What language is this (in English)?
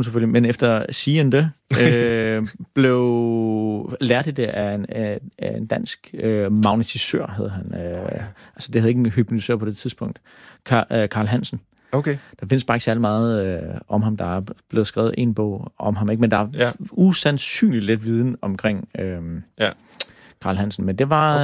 Danish